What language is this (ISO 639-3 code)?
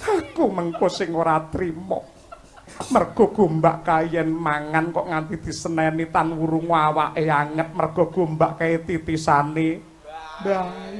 jav